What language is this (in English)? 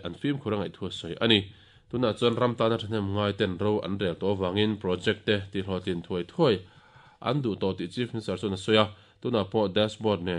Mizo